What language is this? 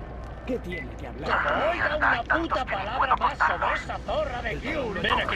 Spanish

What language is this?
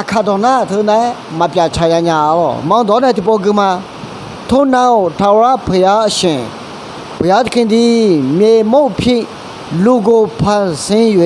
Akha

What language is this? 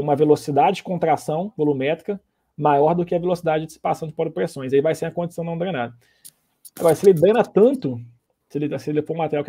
Portuguese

